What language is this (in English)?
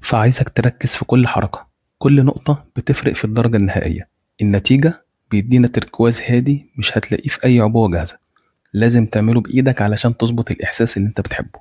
Egyptian Arabic